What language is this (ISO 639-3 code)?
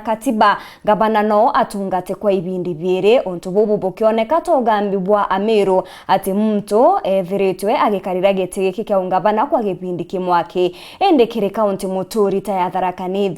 mer